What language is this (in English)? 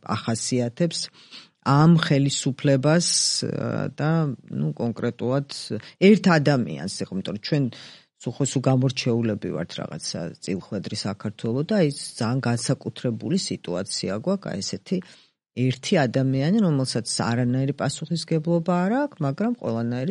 Georgian